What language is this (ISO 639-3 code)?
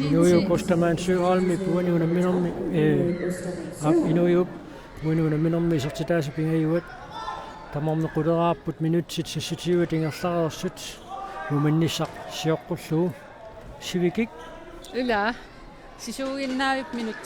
kal